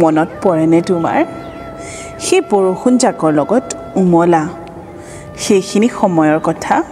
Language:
Assamese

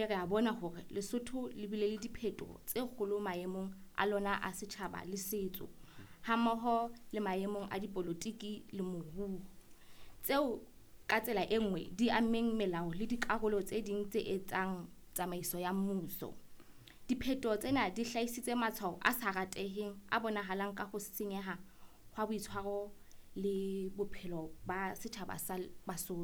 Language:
Southern Sotho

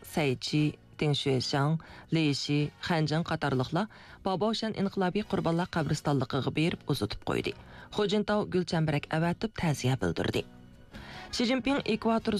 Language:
Uyghur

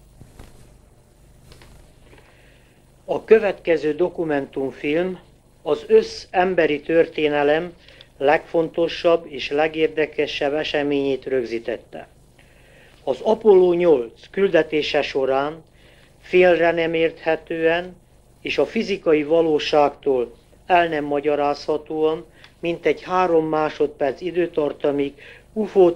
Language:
Hungarian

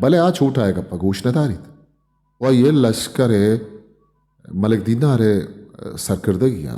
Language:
Eastern Balochi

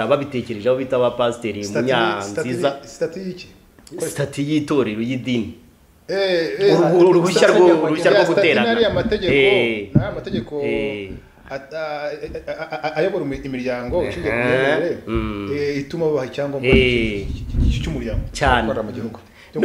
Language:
Kinyarwanda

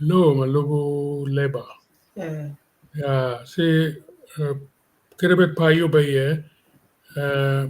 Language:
Acoli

